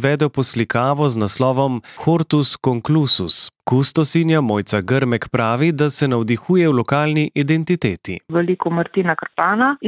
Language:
Slovenian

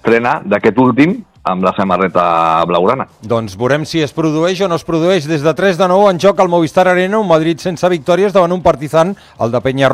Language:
Catalan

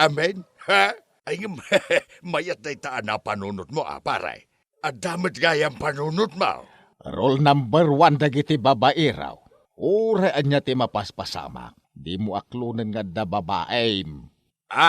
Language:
Iloko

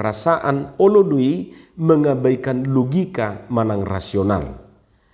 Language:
Batak Toba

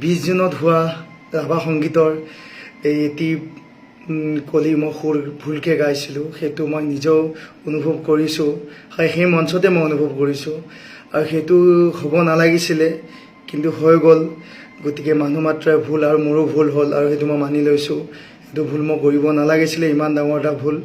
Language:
Assamese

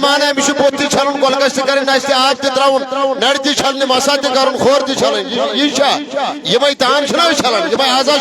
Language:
Kashmiri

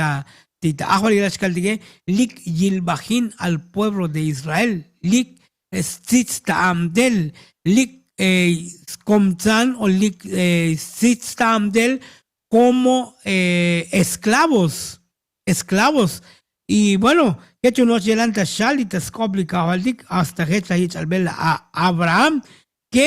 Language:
Tzotzil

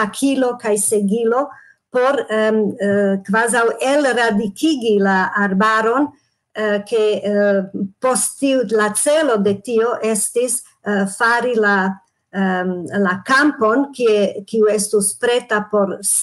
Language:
Esperanto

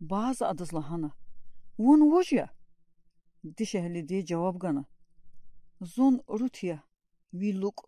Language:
Lezghian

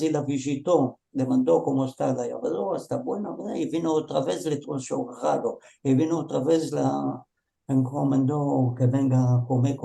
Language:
Ladino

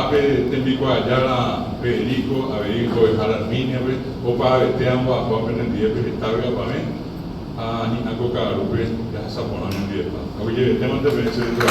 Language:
Guarani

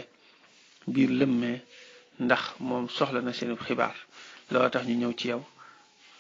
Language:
Wolof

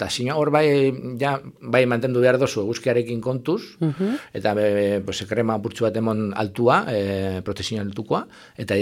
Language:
Basque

